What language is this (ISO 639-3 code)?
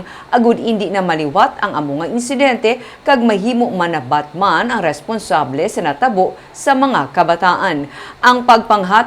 hil